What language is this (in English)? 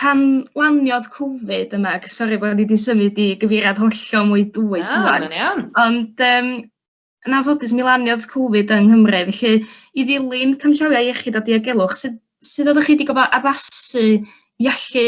Welsh